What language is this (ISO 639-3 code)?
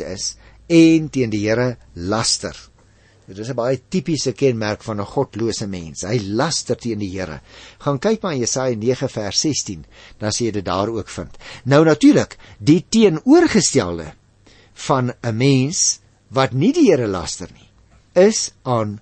afr